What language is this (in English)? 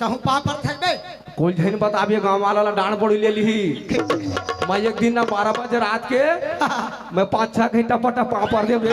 Chhattisgarhi